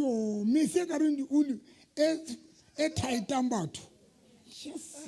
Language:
Southern Sotho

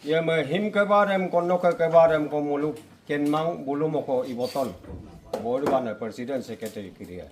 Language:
Adi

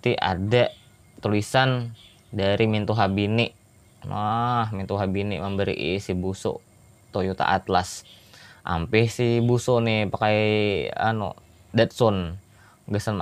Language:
Banjar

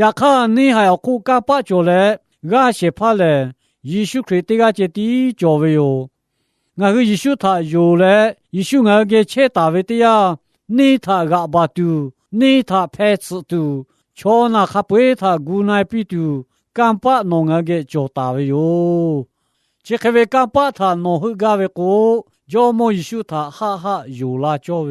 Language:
Lahu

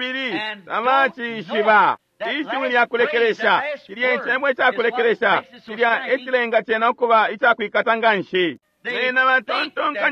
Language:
Bemba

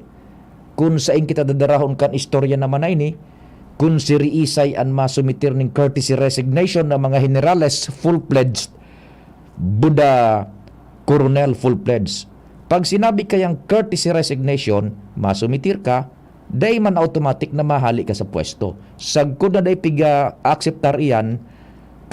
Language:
Bikol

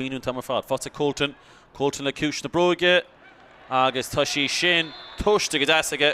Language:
Irish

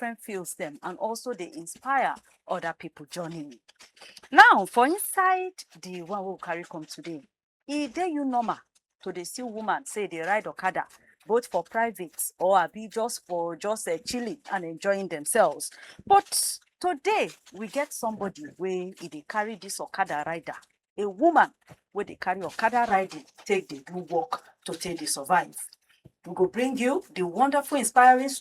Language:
Nigerian Pidgin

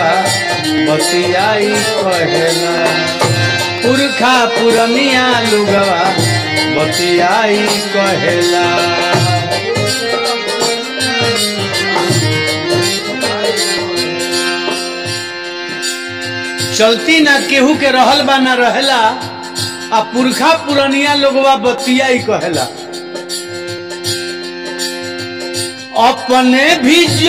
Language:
Bhojpuri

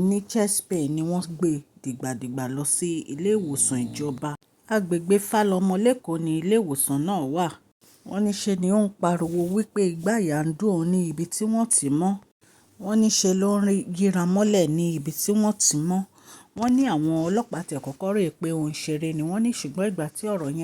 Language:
Yoruba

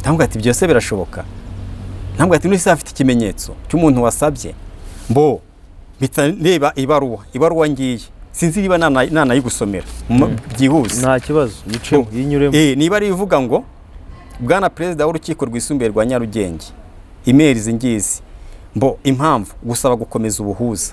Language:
Kinyarwanda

